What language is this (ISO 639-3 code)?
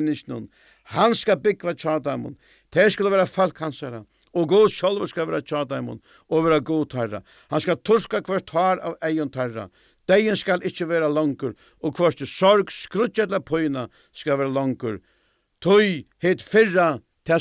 fao